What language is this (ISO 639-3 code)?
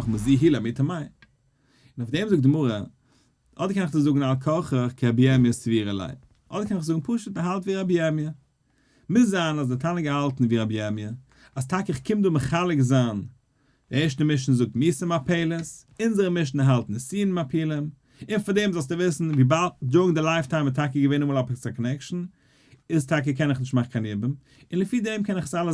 yid